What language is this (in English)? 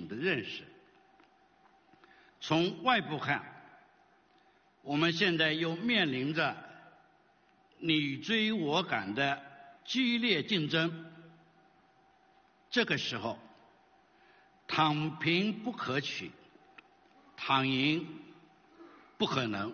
Chinese